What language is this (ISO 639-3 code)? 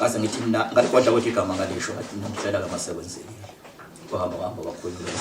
zul